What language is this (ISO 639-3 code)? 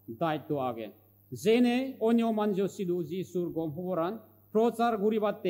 ccp